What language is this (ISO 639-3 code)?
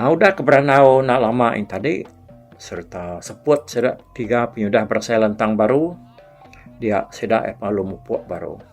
iba